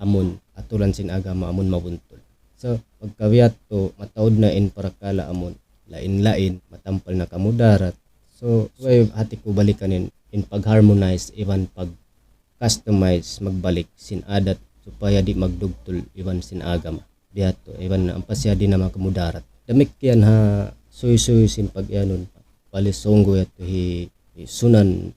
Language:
Tausug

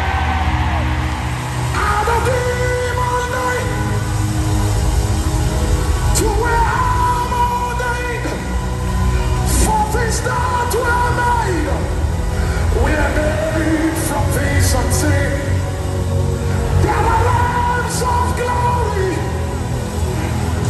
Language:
English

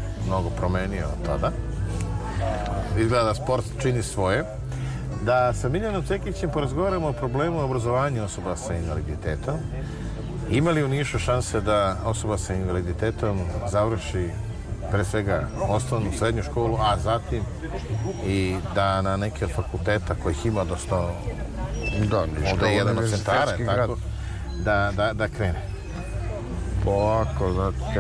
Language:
Serbian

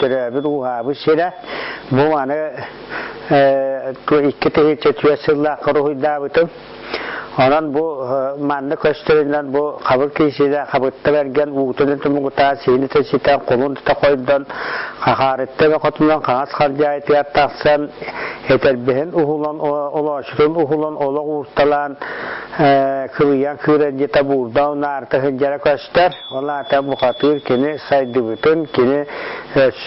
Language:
Yakut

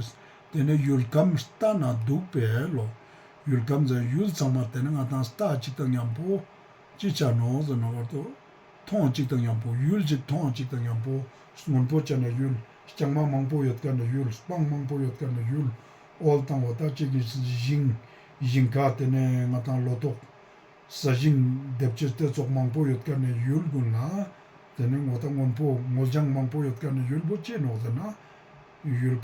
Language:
Ladakhi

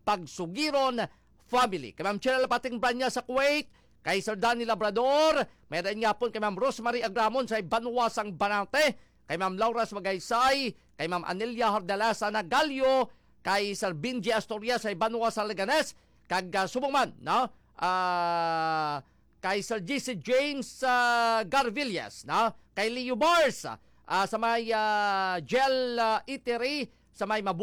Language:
Hiligaynon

